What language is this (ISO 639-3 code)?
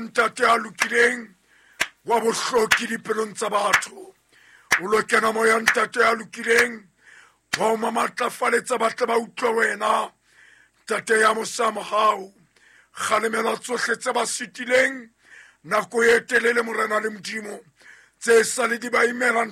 sot